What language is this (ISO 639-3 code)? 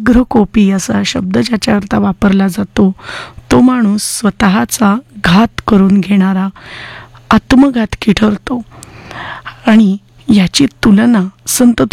mar